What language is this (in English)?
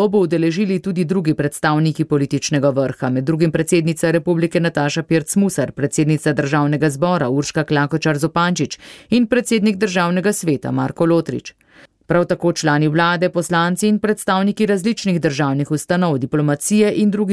Slovenian